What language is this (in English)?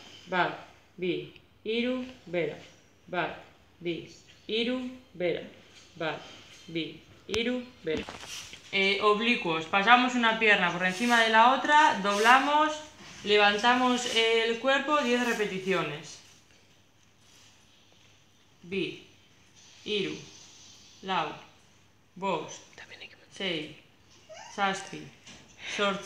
Basque